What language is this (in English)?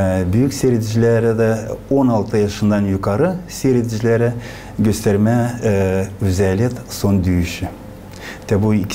Gagauz